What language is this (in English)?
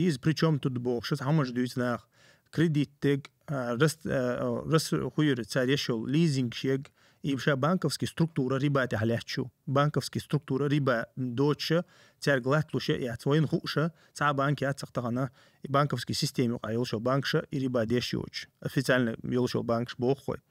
Chechen